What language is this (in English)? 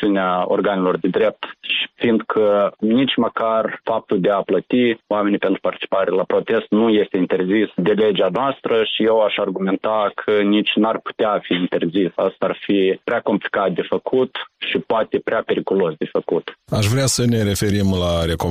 Romanian